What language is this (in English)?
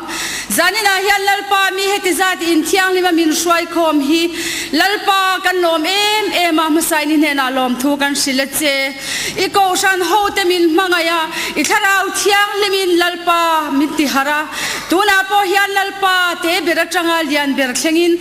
Mizo